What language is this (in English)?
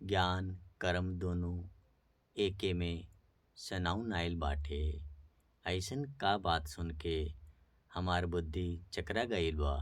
Bhojpuri